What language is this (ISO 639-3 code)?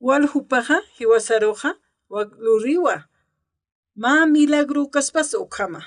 aym